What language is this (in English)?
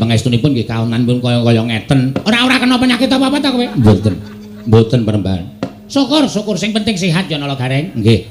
Javanese